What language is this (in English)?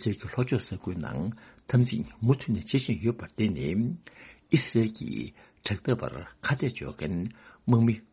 Tibetan